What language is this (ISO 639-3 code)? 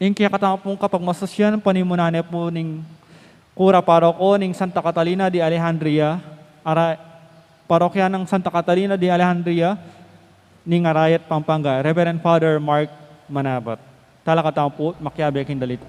pam